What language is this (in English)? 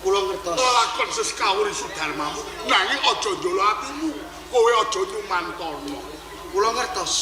Javanese